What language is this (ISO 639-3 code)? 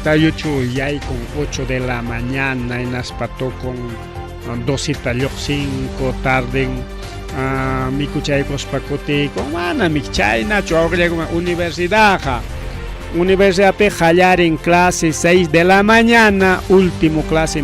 quy